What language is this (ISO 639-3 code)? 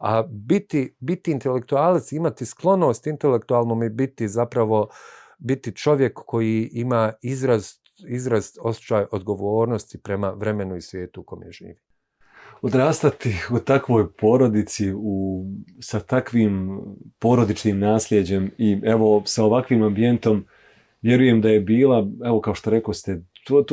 bos